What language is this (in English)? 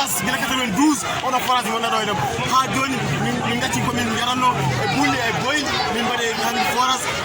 Fula